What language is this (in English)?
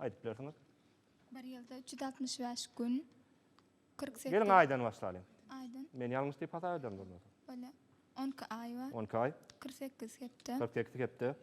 Turkmen